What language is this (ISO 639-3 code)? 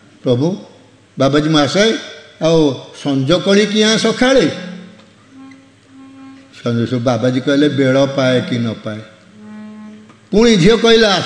ori